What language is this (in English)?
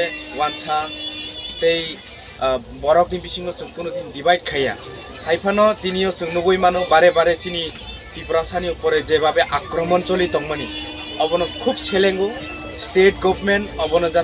Kok Borok